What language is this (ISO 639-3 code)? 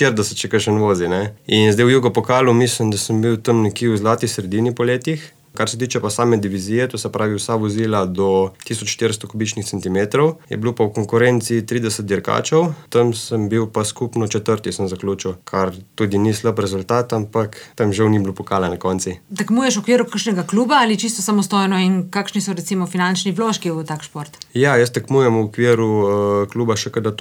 slv